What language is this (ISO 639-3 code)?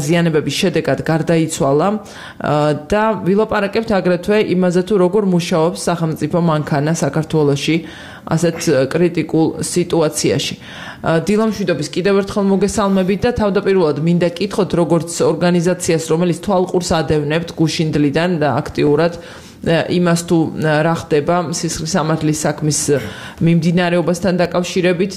kat